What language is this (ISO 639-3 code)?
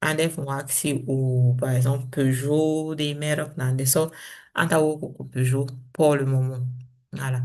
srm